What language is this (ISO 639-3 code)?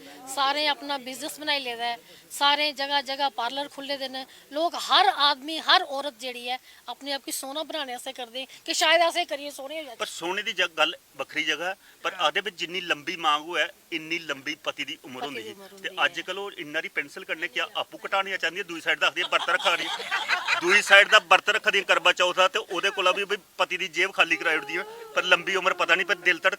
doi